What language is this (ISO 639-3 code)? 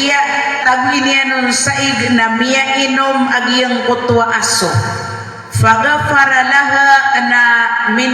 mrw